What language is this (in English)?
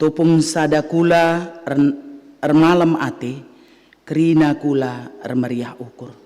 Batak Karo